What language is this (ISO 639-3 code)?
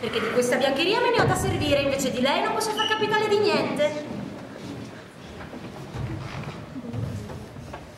ita